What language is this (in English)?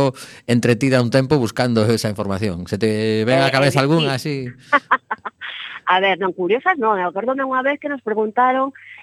Galician